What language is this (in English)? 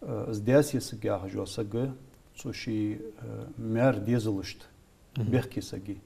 Ingush